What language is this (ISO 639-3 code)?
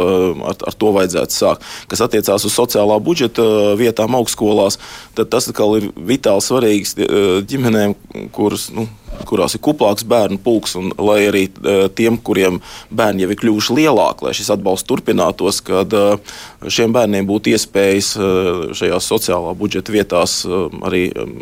lav